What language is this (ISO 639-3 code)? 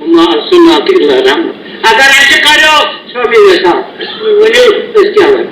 kas